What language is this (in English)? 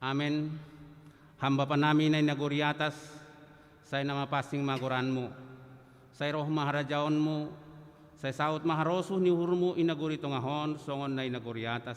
Batak Simalungun